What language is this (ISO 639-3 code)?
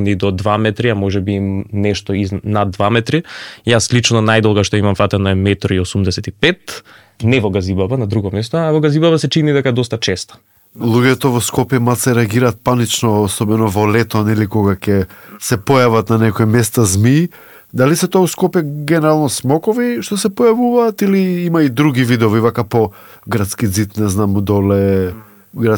mkd